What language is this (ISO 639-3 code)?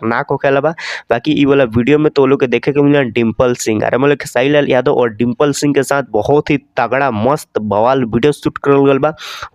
bho